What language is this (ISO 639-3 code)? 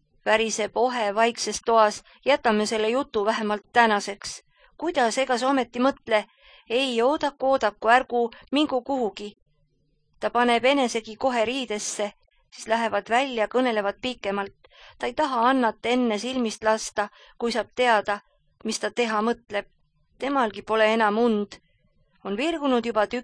est